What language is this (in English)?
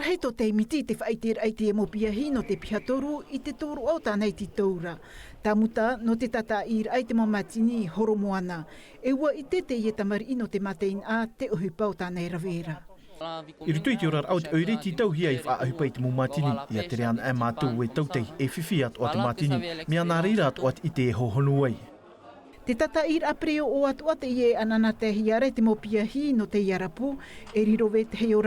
Tahitian